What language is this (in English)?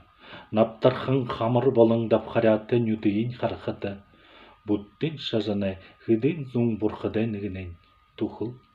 Buriat